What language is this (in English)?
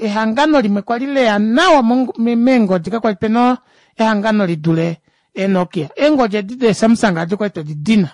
Kuanyama